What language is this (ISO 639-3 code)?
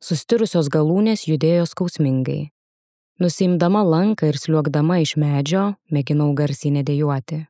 lit